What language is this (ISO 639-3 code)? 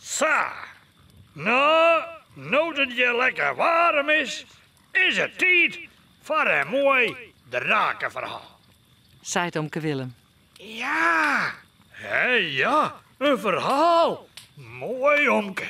fry